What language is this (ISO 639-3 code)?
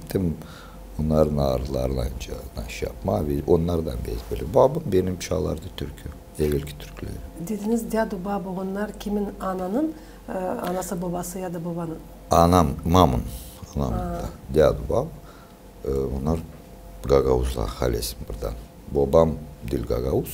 gag